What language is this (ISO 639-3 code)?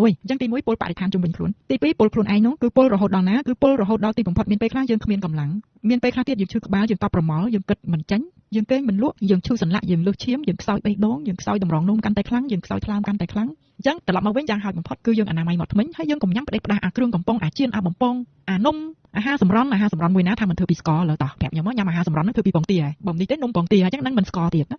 khm